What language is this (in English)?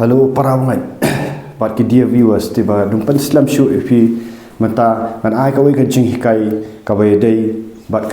Khasi